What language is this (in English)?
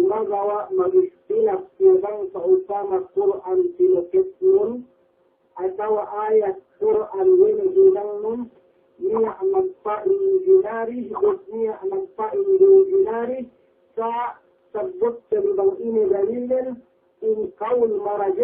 Yakan